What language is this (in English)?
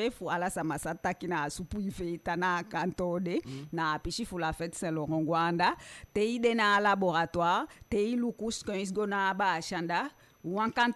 Eastern Maroon Creole